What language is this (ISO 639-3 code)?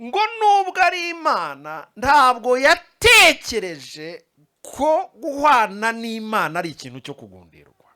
kin